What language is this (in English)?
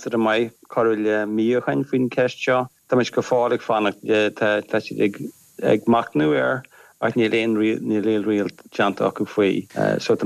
Irish